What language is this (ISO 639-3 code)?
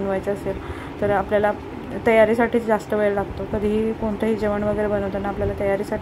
mar